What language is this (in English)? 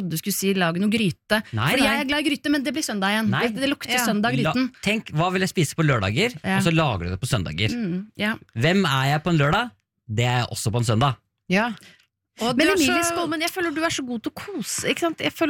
Norwegian